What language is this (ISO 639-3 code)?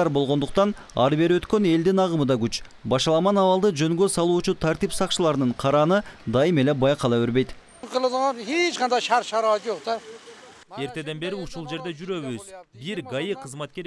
kir